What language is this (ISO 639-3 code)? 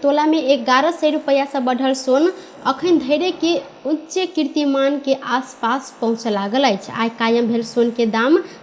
mai